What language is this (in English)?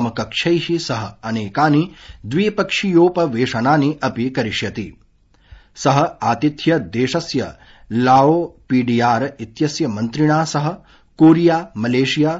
Sanskrit